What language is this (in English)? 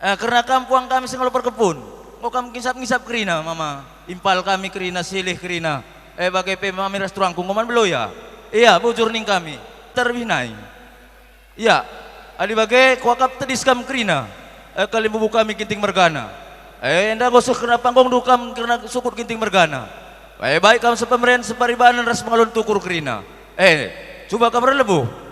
Batak Karo